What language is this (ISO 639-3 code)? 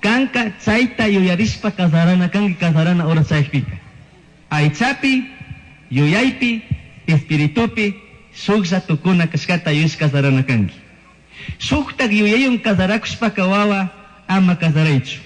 qug